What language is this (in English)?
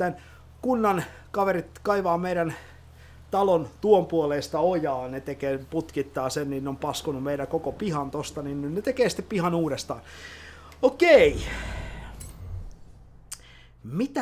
Finnish